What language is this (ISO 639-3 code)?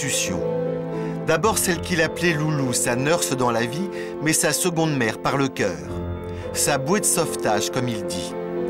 fra